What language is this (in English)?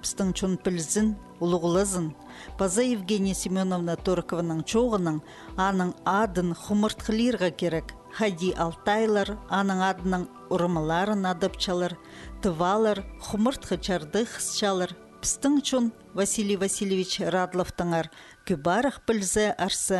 Khakas